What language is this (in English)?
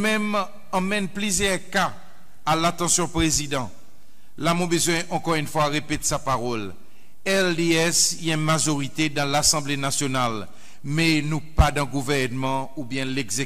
Seselwa Creole French